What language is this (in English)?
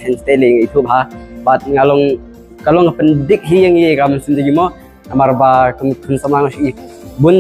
Khasi